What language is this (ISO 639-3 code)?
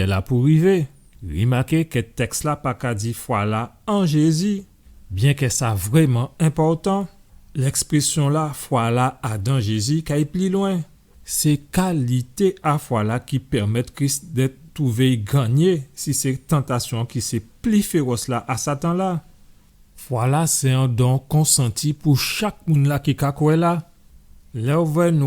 gcf